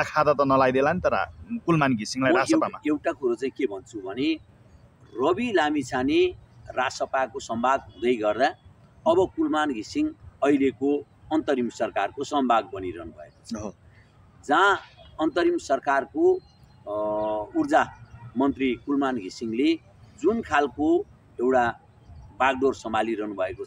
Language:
Nepali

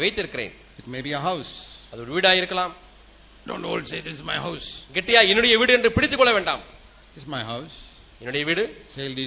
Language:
Tamil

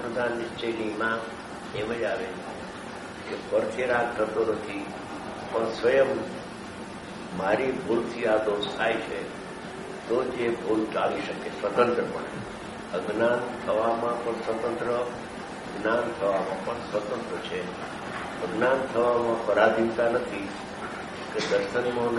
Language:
Gujarati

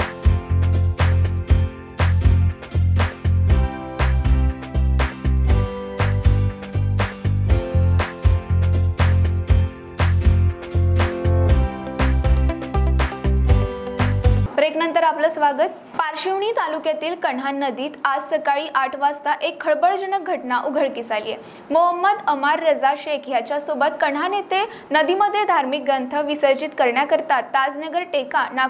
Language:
Marathi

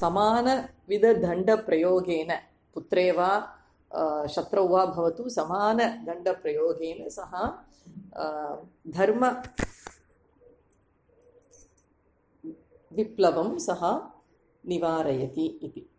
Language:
Sanskrit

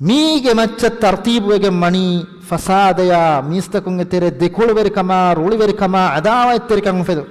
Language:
Divehi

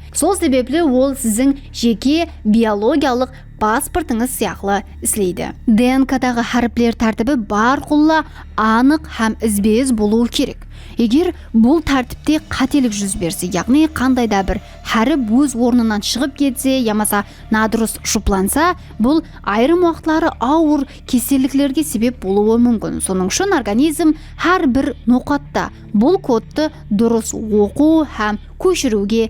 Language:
Kara-Kalpak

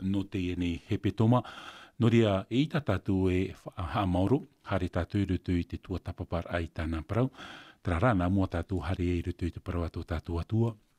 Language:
Tahitian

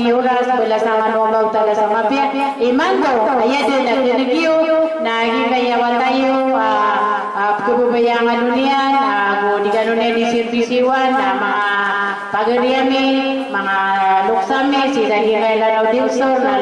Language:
Maranao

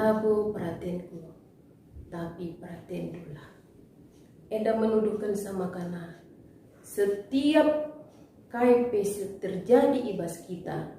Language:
Batak Karo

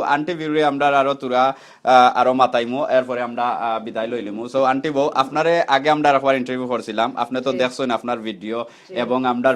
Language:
Sylheti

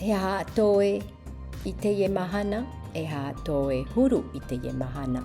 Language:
Tahitian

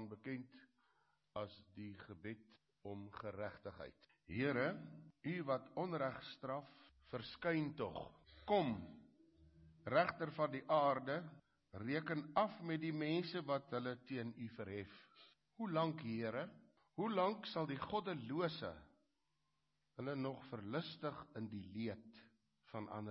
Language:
Afrikaans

